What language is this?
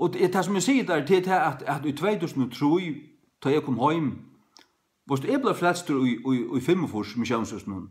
Faroese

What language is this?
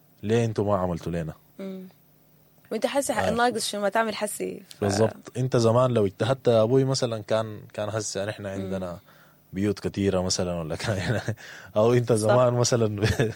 Sudanese Arabic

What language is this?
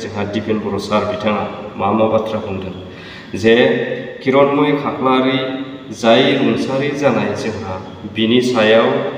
Bodo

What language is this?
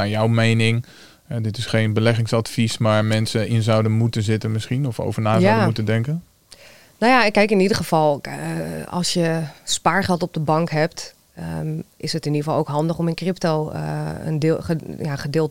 Dutch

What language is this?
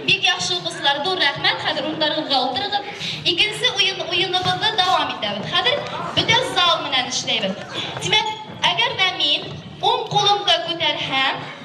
Bashkir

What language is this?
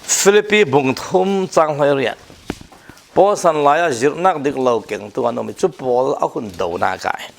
Falam Chin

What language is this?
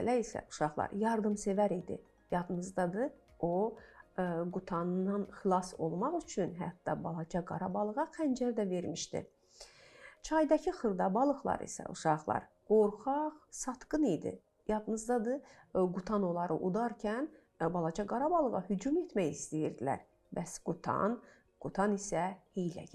Azerbaijani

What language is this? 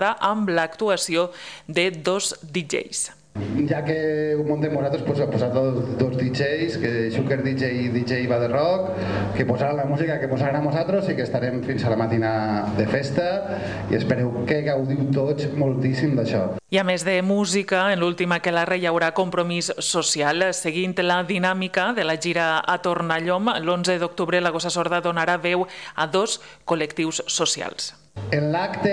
Catalan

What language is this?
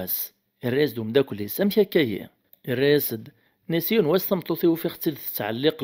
Kabyle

